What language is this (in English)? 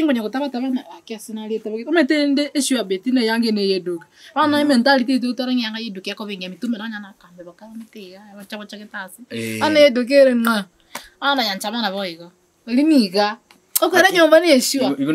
Gusii